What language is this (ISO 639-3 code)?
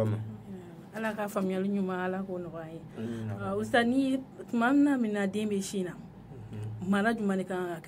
bam